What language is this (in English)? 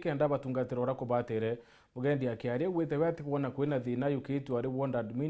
Meru